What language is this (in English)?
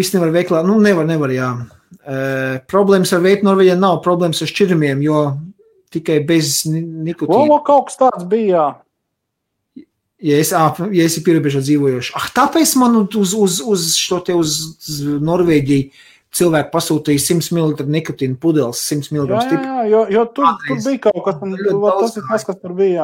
Latvian